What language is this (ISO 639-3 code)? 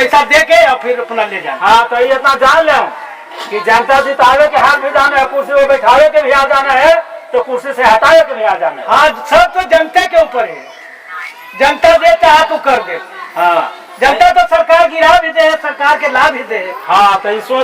mag